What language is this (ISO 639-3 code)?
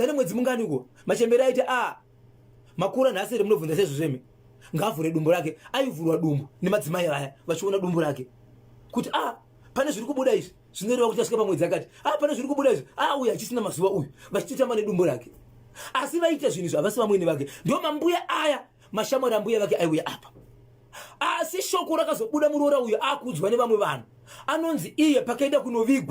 sna